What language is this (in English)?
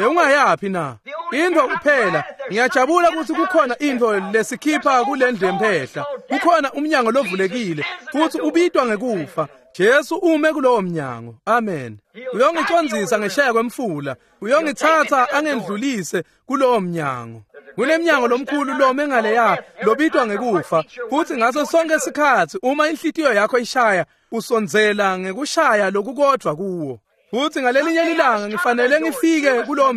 Swati